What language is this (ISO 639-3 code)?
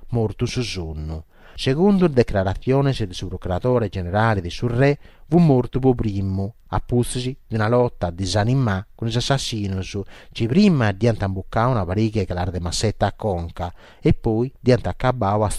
srd